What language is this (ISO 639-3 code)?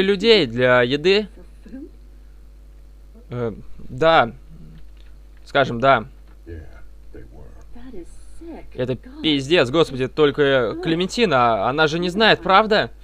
rus